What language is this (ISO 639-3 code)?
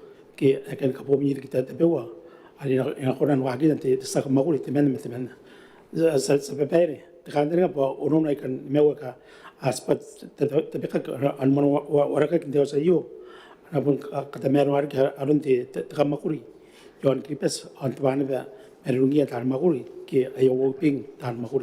gil